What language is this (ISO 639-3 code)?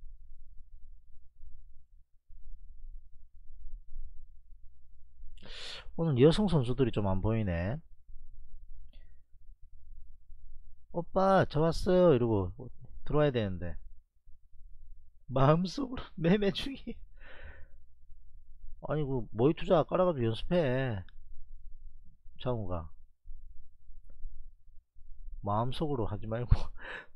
kor